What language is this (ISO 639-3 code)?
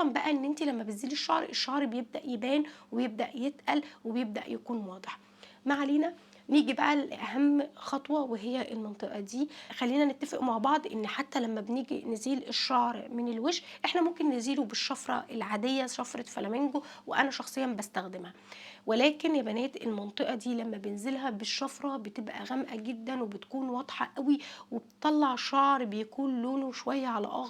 arz